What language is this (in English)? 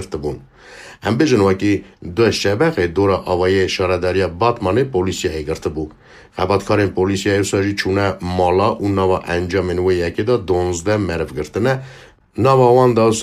Kurdish